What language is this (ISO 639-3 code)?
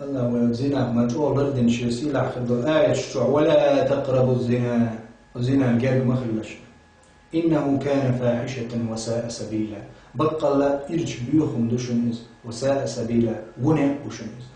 che